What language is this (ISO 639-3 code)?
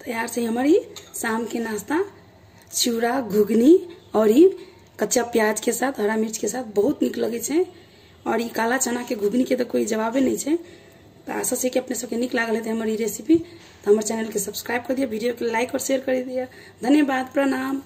mai